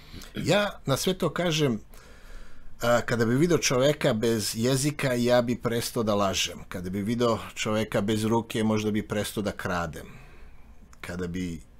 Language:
Serbian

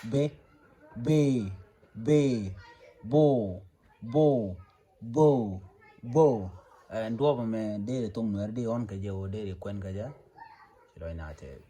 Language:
Nuer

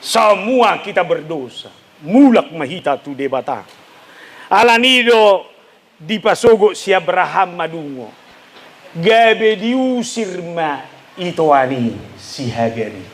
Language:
Batak Toba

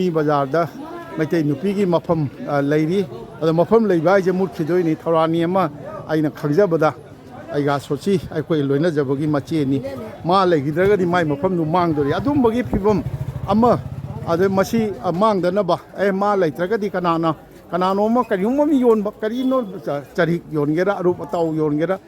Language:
Manipuri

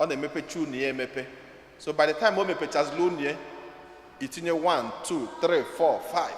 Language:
Igbo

